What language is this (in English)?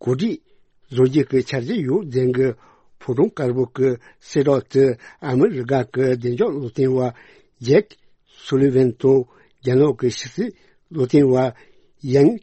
Tibetan